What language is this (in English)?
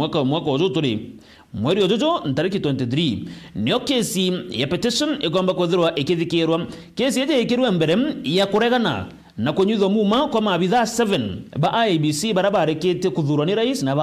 Meru